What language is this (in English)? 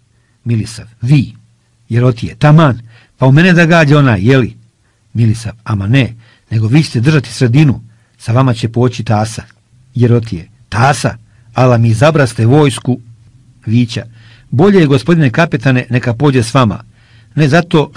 Serbian